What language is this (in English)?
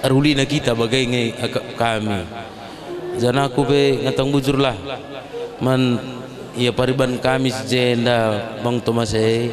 Batak Karo